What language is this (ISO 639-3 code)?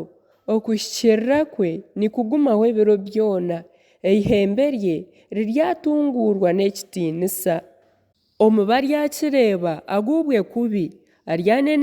nyn